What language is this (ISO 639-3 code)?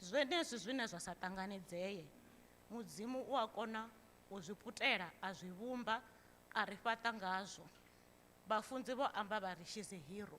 ven